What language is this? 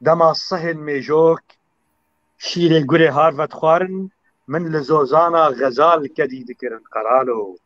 Kurdish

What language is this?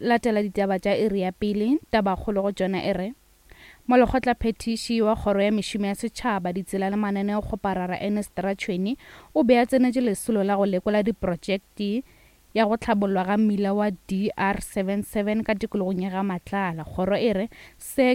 Northern Sotho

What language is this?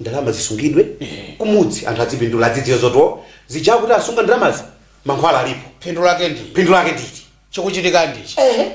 Nyanja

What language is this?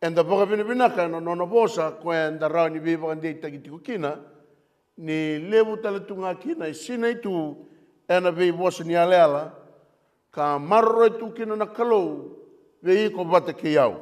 Fijian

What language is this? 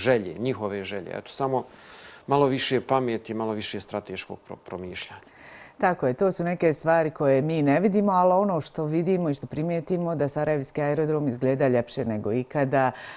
Bosnian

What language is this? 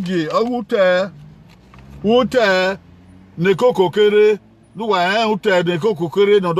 Bini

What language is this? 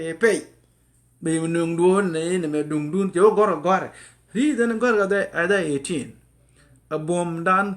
Nuer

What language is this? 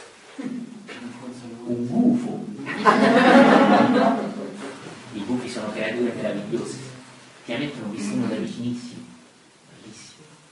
Italian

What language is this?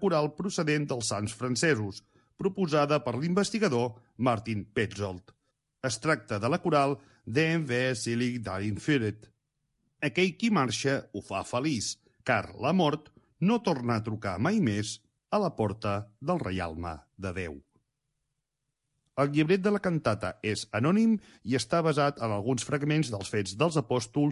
Catalan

